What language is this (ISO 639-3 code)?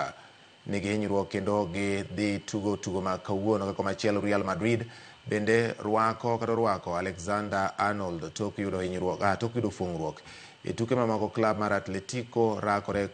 luo